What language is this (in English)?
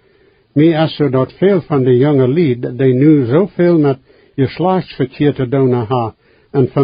Plautdietsch